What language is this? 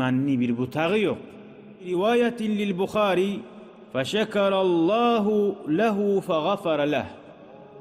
Kumyk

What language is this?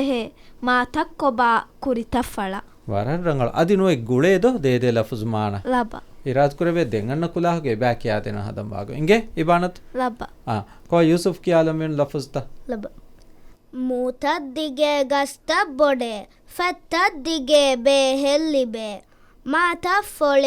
Divehi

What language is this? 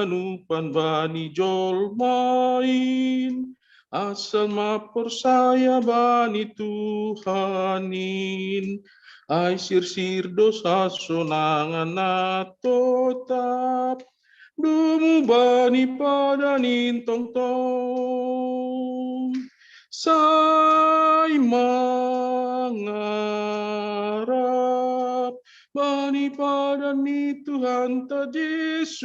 Batak Simalungun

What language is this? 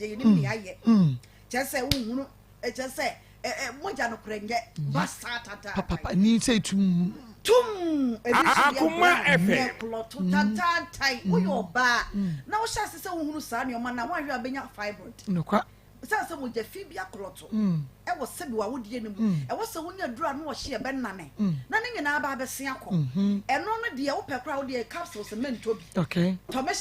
Akan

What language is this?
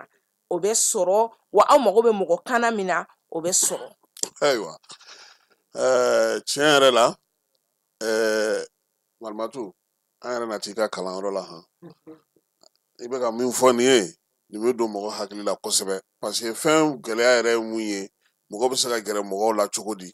Bambara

